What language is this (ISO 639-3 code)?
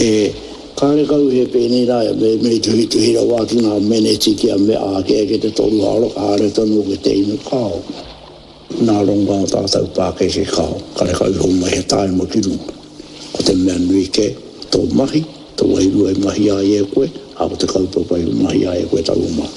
mri